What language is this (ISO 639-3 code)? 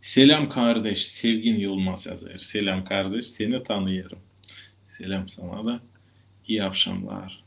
gag